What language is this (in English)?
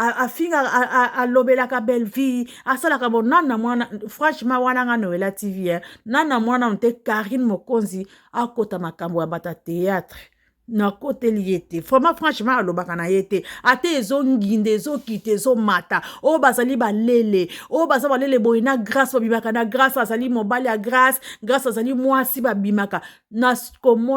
Lingala